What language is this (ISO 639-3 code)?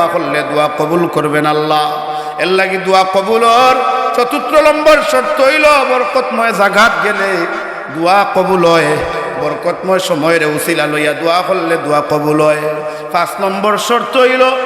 syl